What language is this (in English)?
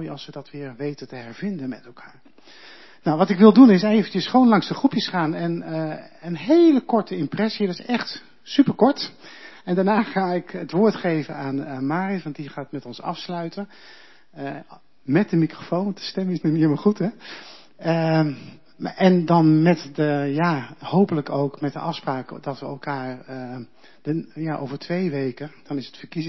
Dutch